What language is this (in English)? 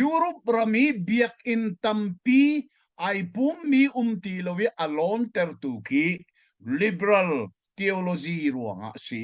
Hakha Chin